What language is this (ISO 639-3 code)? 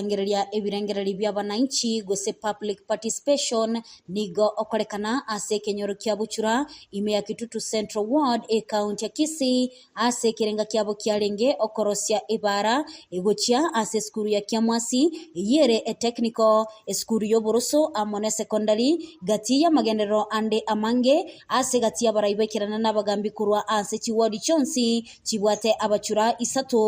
guz